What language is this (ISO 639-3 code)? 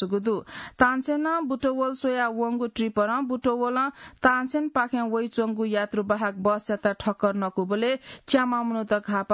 new